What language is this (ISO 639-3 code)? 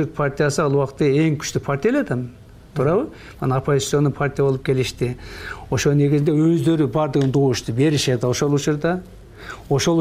kir